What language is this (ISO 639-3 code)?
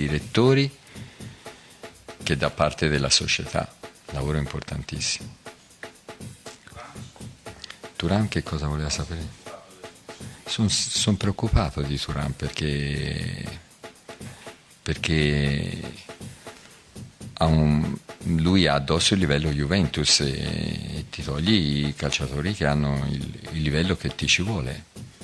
ita